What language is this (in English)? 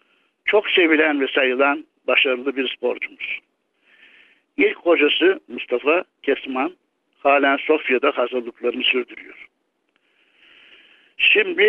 Turkish